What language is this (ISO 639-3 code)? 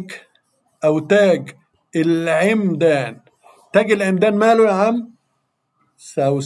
arz